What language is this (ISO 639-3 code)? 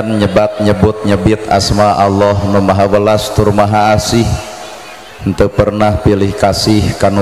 sun